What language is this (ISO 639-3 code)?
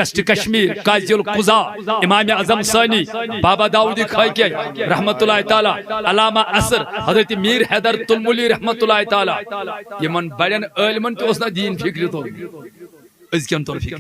kas